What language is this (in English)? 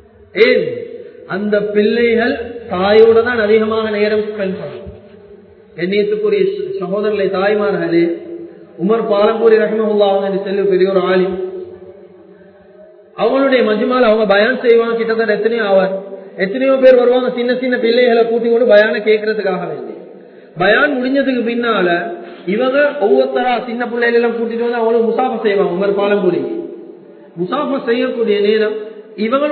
Tamil